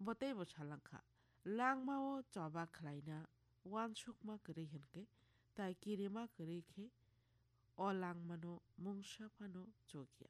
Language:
Kok Borok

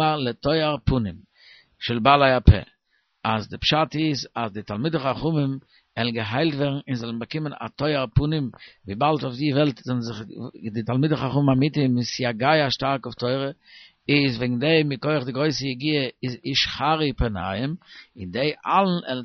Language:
Yiddish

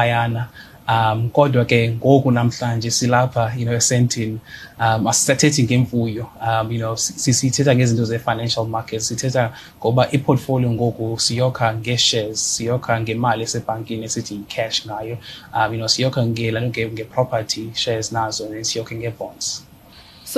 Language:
Xhosa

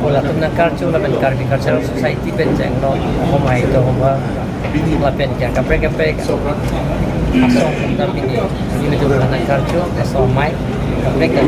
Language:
Karbi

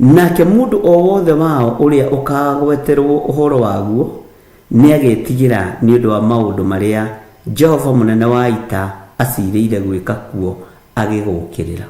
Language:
Kikuyu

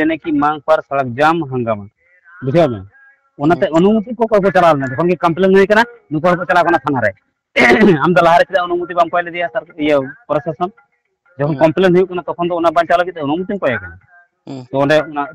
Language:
Santali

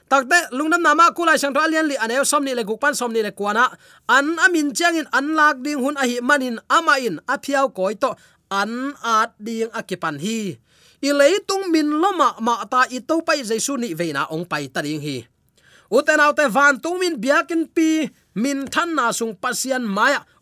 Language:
Tedim Chin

